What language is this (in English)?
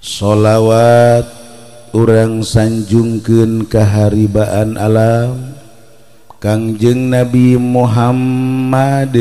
Sundanese